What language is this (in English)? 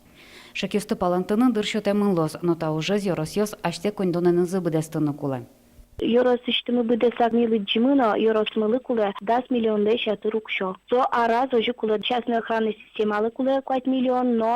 Udmurt